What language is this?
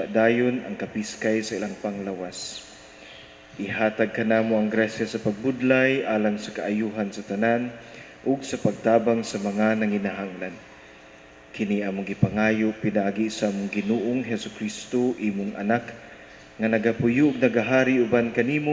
Cebuano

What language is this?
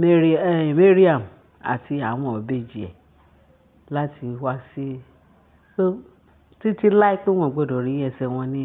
Yoruba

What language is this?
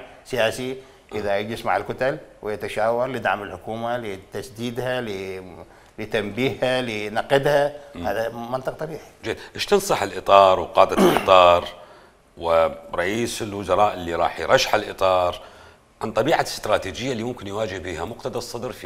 Mesopotamian Arabic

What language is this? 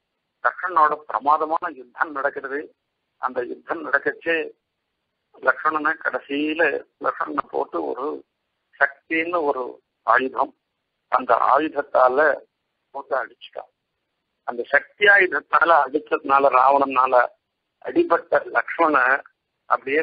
Tamil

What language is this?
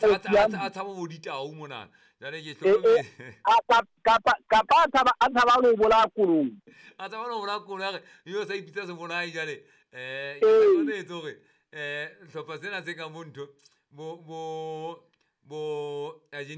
Southern Sotho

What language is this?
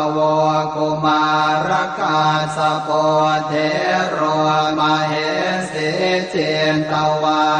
Pali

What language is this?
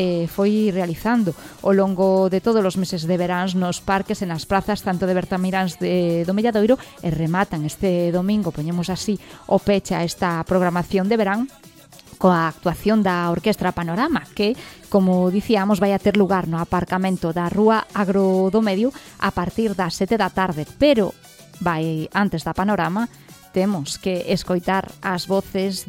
Galician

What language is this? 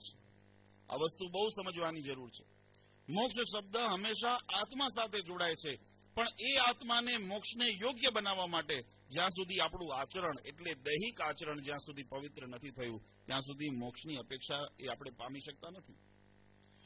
Gujarati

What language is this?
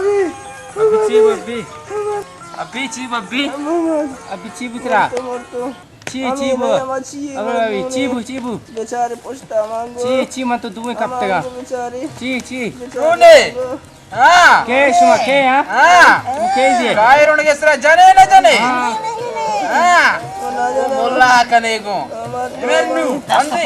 Baluchi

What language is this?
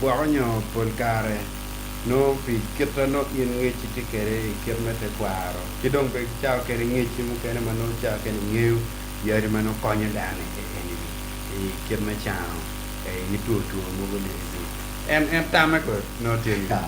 Acoli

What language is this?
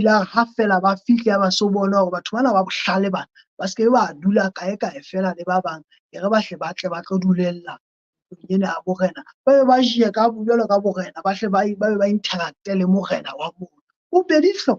Southern Sotho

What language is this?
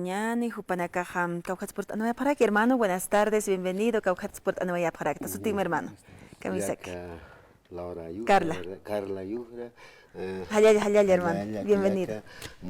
Aymara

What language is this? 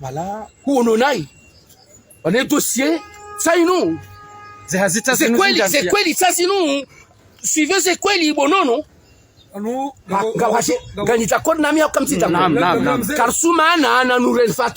Ngazidja Comorian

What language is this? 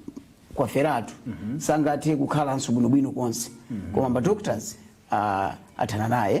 Nyanja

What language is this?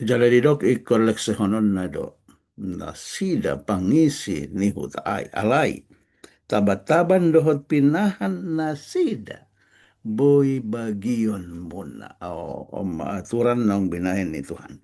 Batak Toba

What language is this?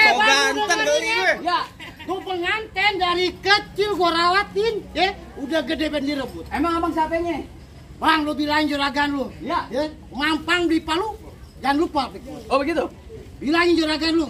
Betawi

